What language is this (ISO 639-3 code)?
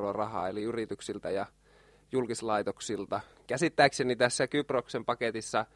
fin